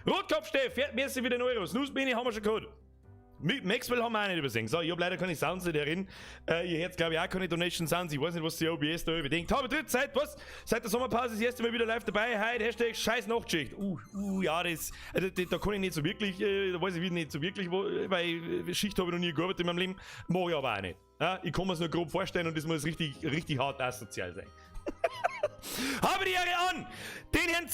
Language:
Bavarian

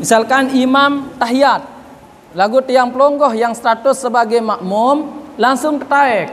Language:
Sasak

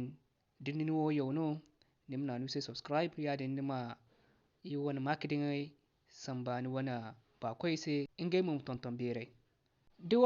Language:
Zarma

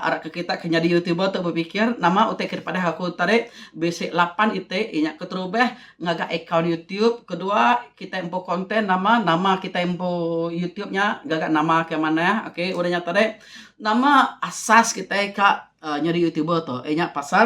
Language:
Iban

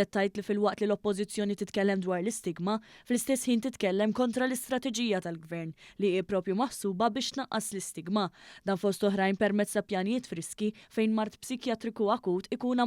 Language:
Maltese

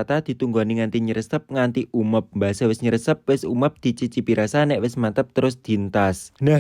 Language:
Javanese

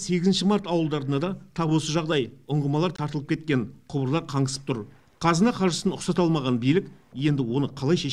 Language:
Kazakh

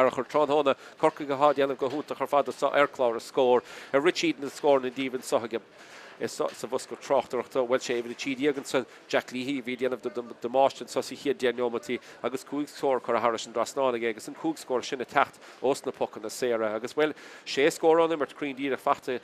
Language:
Irish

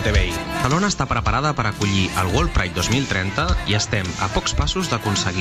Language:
Catalan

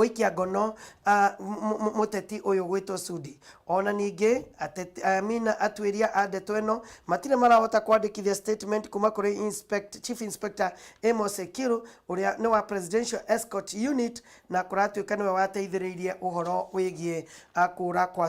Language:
Kikuyu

